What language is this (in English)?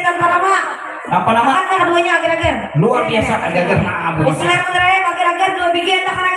Banjar